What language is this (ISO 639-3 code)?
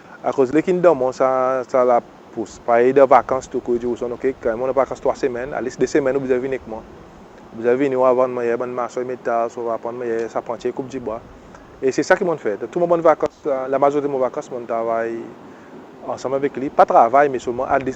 crs